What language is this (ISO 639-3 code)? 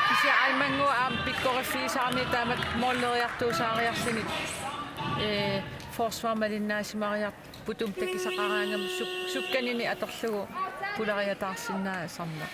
kal